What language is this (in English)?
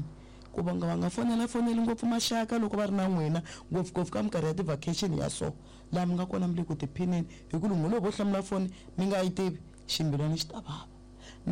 Tsonga